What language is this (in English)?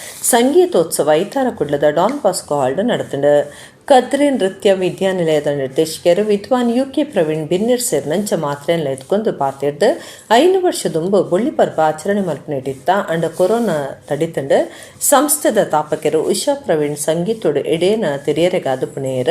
Tulu